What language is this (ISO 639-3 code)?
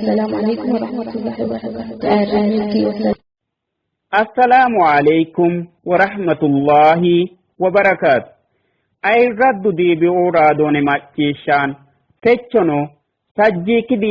sid